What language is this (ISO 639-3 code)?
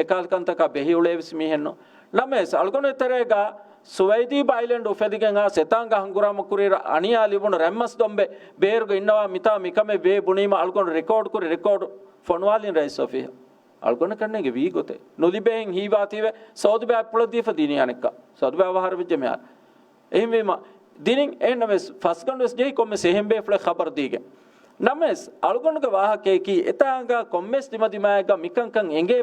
div